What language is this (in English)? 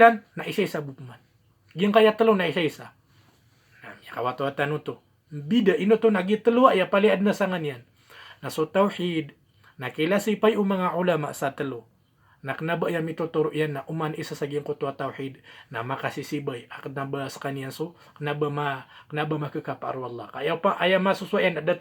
Maranao